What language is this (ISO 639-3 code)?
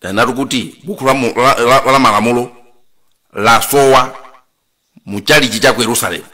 nya